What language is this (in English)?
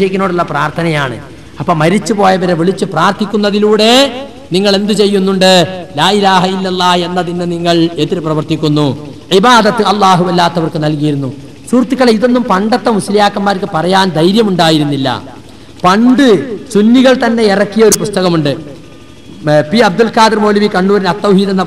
Malayalam